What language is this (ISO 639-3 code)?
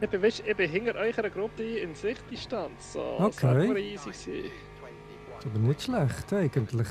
gsw